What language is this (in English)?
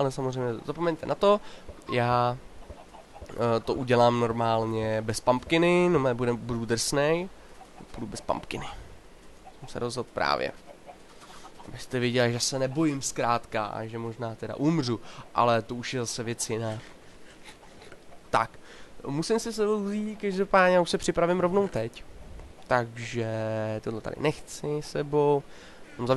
Czech